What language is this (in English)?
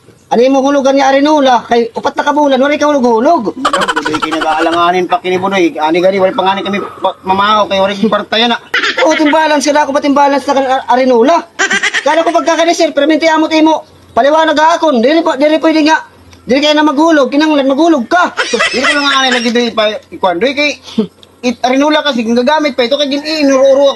Waray